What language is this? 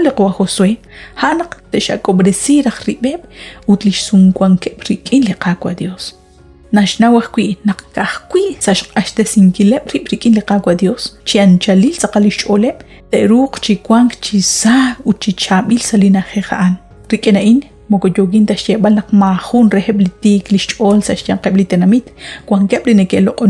Kekchí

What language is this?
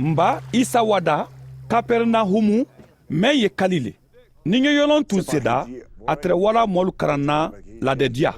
Mandingo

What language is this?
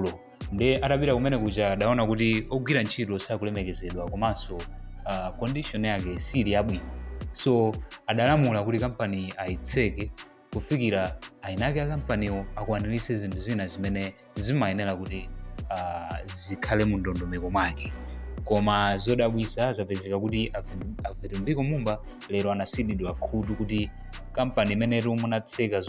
Nyanja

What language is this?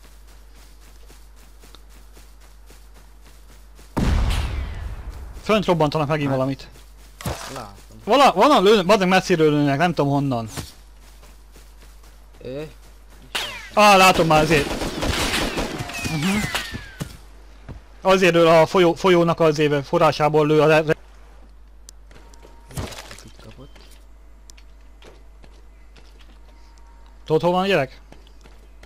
Hungarian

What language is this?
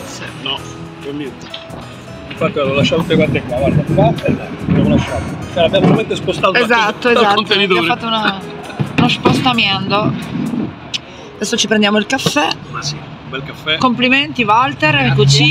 Italian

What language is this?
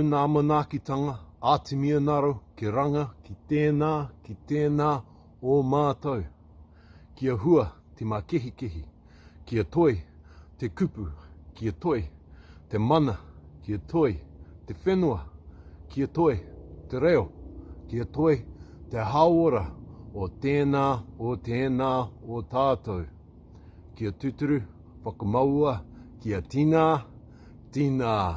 Māori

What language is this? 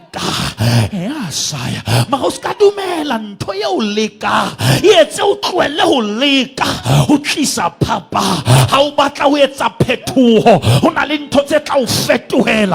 Southern Sotho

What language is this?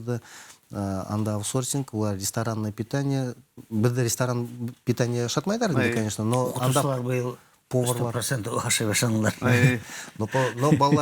Bashkir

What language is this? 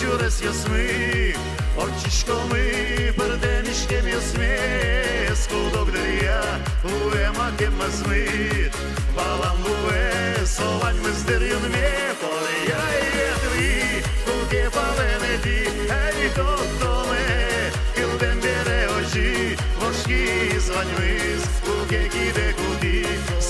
Udmurt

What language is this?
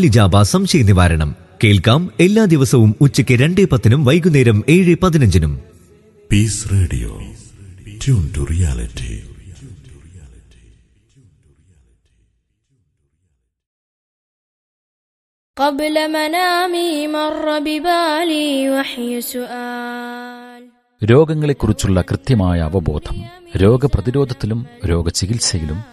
Malayalam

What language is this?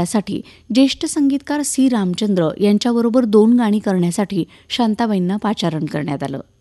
Marathi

